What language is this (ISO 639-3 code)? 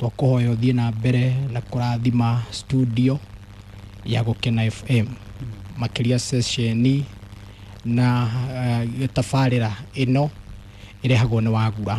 kik